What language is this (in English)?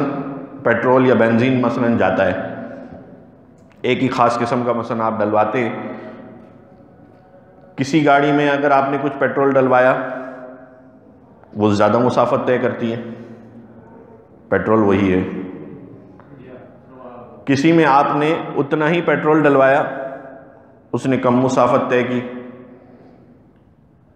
Urdu